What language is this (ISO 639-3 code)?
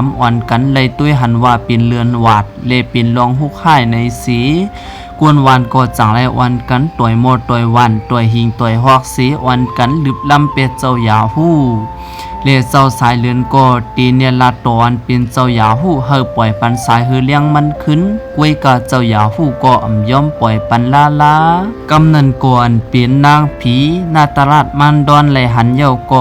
shn